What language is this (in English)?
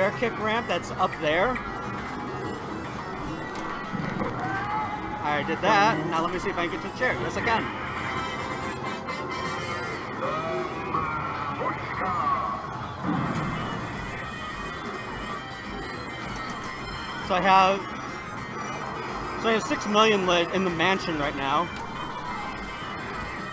English